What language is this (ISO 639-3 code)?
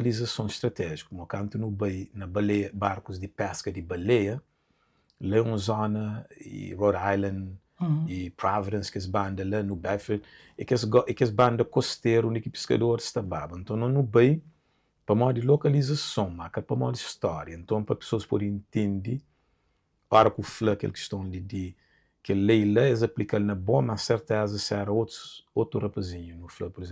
kea